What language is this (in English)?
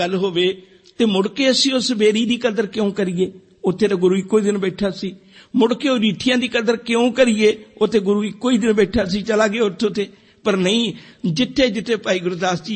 Punjabi